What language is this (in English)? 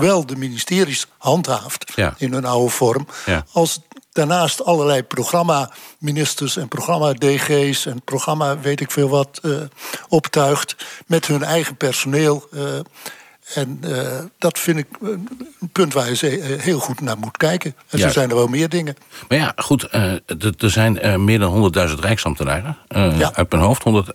Dutch